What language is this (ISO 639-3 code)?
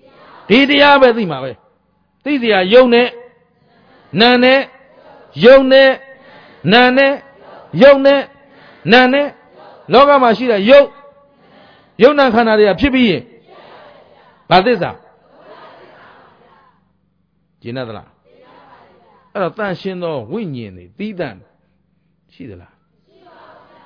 mya